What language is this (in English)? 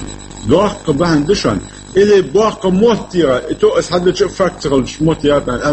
Chechen